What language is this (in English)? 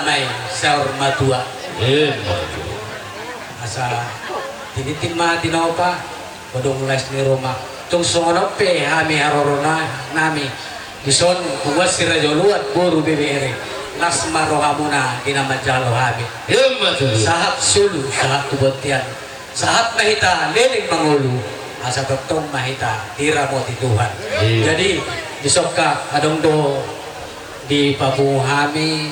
Batak Toba